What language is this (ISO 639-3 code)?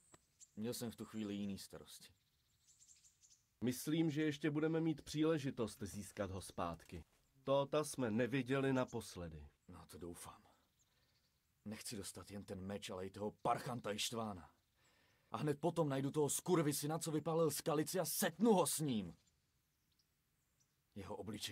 ces